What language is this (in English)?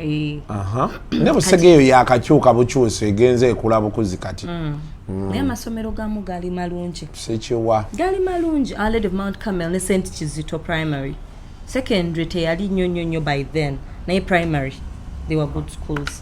Ganda